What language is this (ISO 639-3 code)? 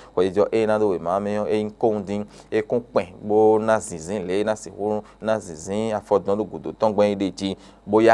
fon